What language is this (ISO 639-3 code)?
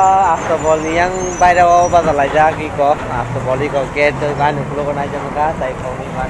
trp